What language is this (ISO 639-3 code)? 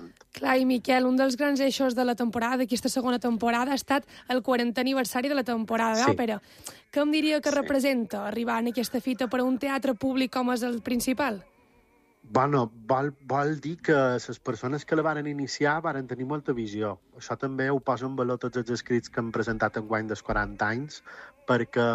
cat